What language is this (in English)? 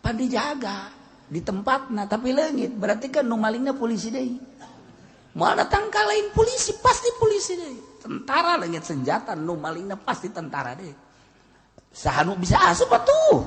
Sundanese